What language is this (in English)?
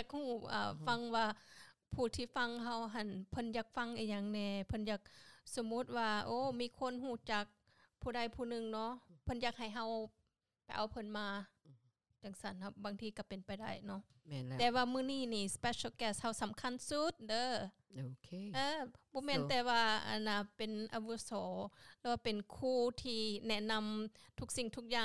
Lao